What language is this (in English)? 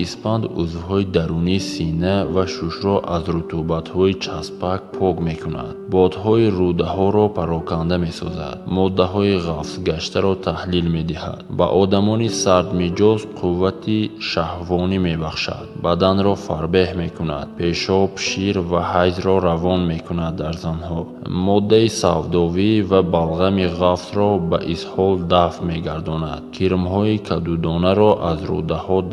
Tajik